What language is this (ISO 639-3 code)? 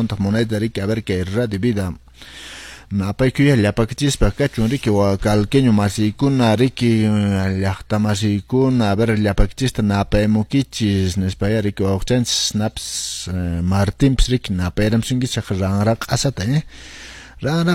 que